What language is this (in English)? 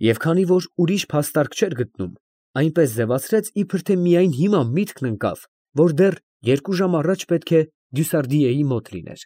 Armenian